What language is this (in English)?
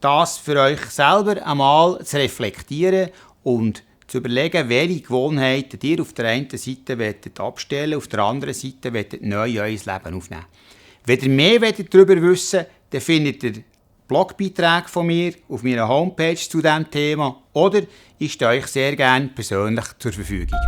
Swiss German